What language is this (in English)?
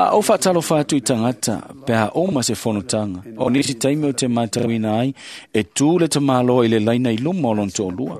Samoan